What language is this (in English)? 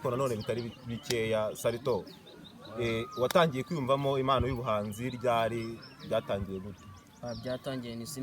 Kinyarwanda